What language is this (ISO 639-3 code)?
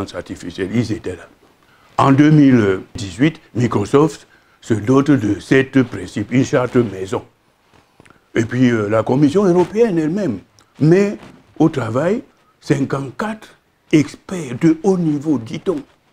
fra